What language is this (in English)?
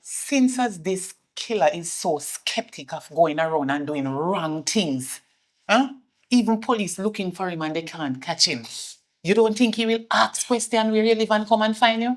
Jamaican Creole English